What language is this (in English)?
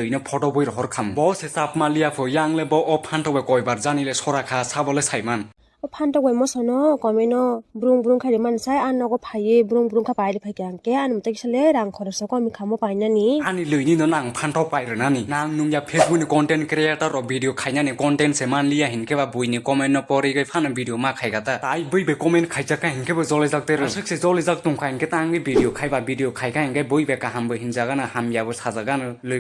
Kok Borok